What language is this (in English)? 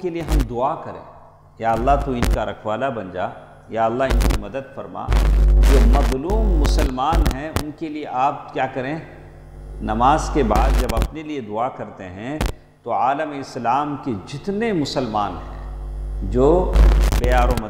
Urdu